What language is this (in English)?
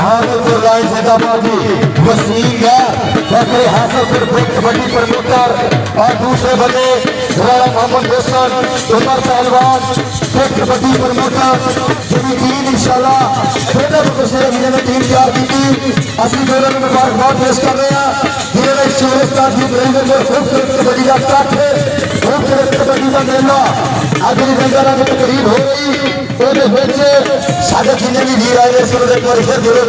Saraiki